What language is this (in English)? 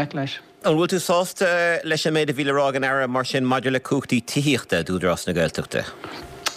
Irish